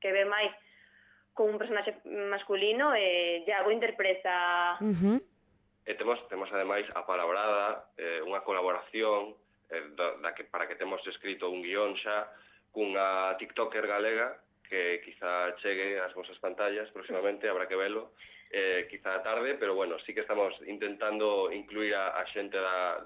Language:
Galician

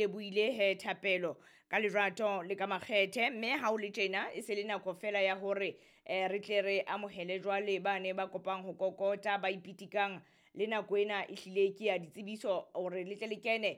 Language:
Southern Sotho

